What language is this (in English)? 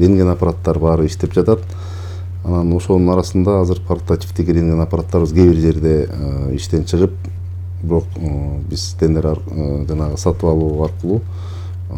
Kyrgyz